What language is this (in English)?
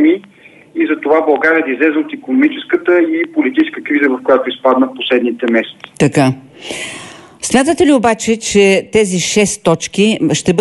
Bulgarian